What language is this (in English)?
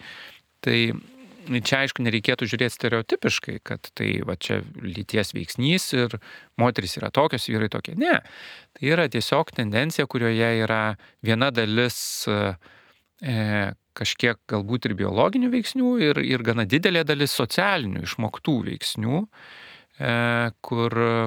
Lithuanian